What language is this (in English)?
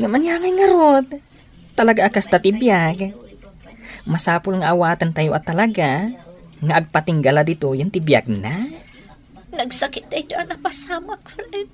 Iloko